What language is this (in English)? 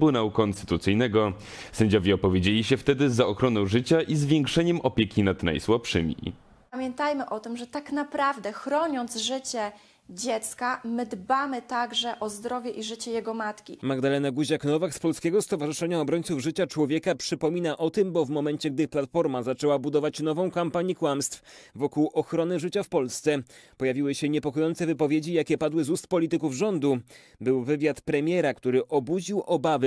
Polish